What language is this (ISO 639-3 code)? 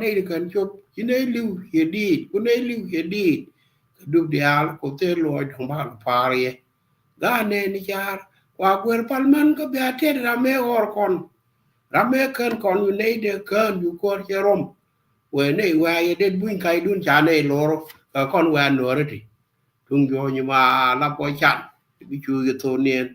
nus